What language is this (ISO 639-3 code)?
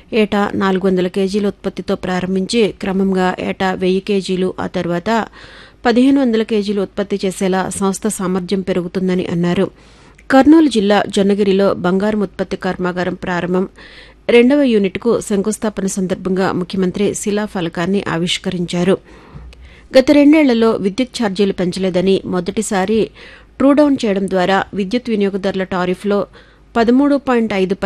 tel